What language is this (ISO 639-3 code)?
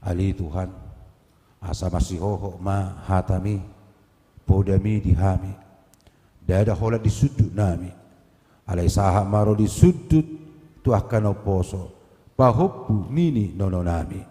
bbc